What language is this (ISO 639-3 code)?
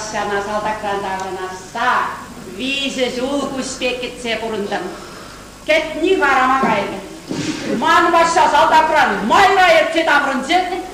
chv